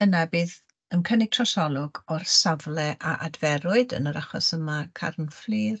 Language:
Welsh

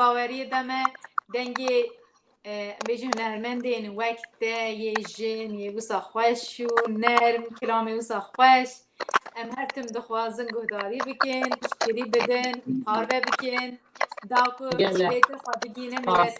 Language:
Kurdish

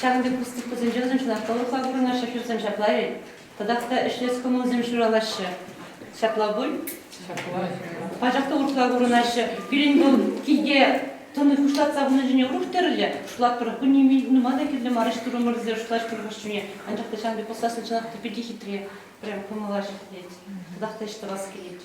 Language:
Chuvash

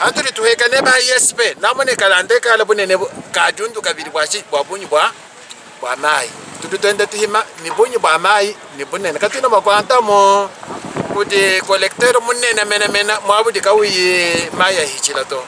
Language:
Luba-Lulua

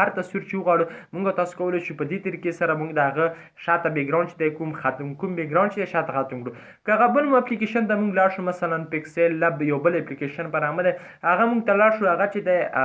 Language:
Pashto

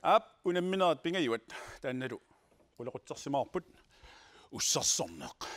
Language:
Kalaallisut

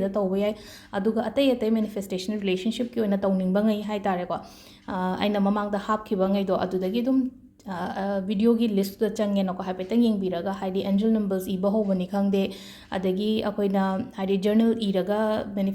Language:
Manipuri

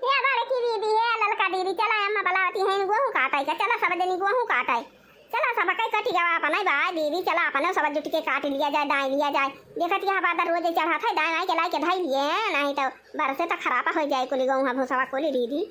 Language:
Awadhi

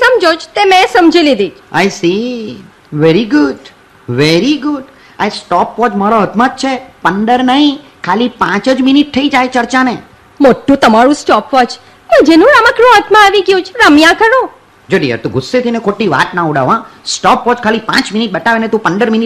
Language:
Gujarati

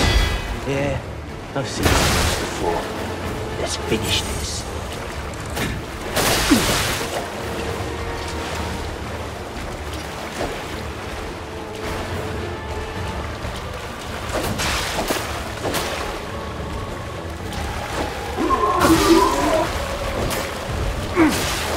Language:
English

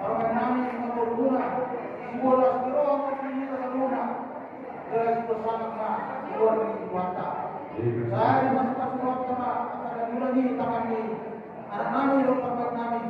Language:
Batak Toba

